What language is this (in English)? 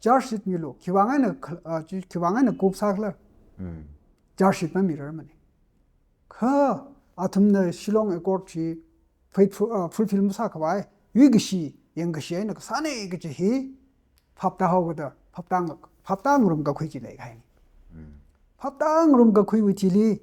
Tangkhul Naga (India)